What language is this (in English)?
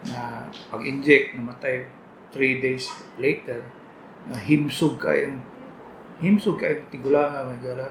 Cebuano